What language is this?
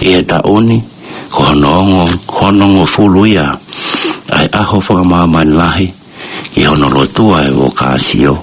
Tongan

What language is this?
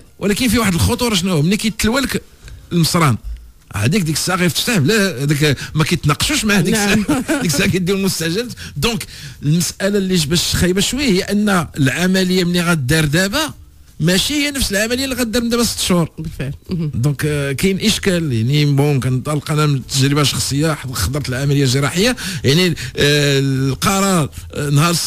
Moroccan Arabic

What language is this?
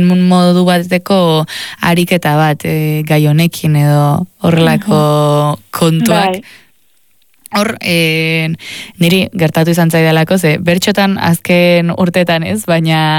Basque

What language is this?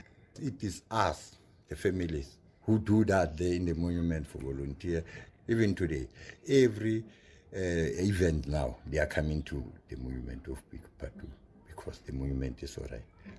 English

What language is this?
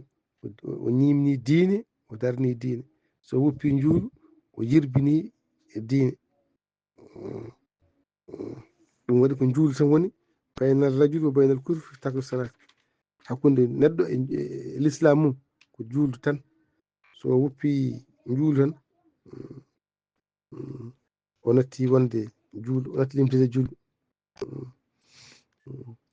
Fula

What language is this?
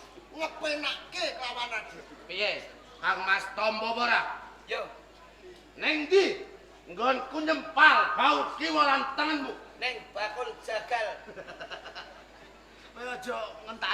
Javanese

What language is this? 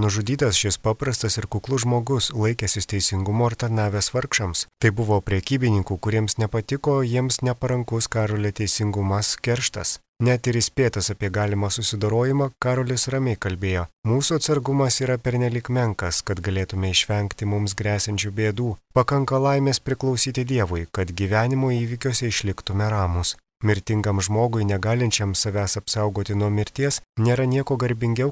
Lithuanian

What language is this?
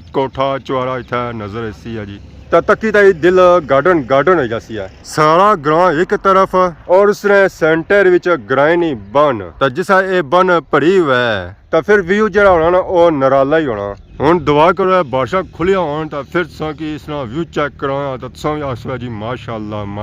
Pahari-Potwari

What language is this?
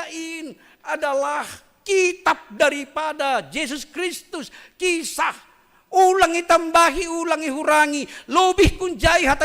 Batak Simalungun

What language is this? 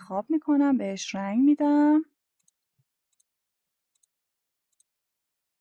Persian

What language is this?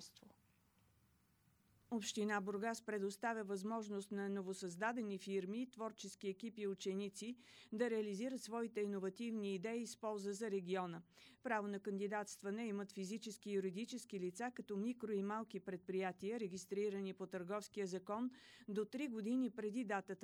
Bulgarian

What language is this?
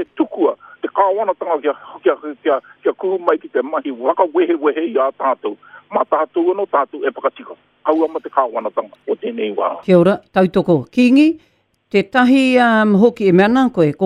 Māori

